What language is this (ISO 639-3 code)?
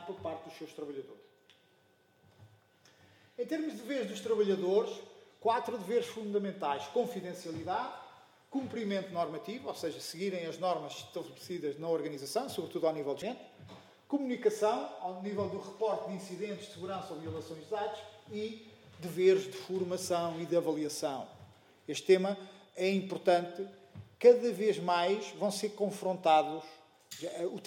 por